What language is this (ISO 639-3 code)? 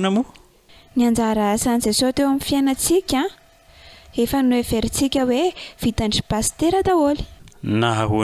mlg